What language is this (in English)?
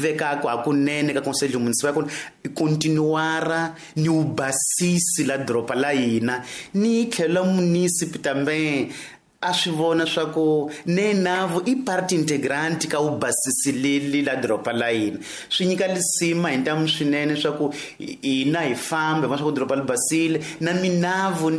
Tsonga